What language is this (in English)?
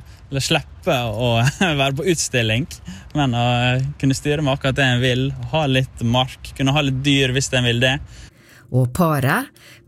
Norwegian